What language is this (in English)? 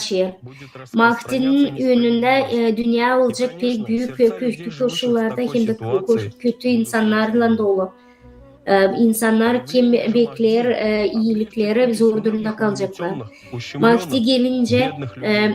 Gagauz